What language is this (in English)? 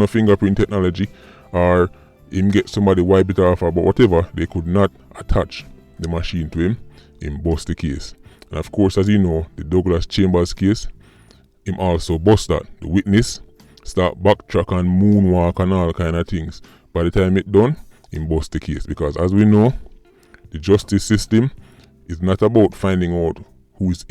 Jamaican Creole English